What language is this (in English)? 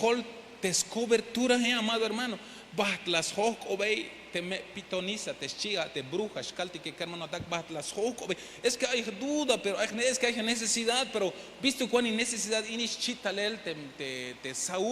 Tzeltal